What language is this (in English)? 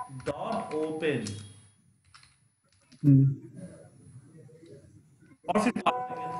Hindi